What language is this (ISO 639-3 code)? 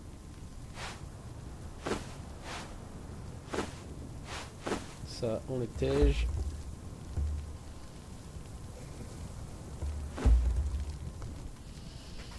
fra